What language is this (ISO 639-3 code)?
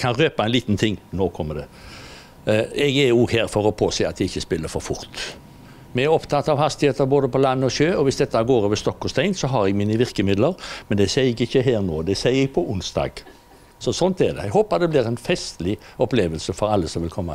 nor